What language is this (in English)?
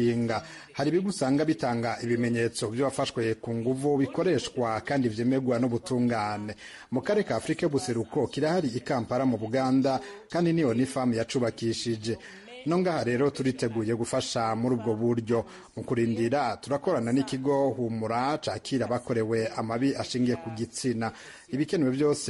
Rundi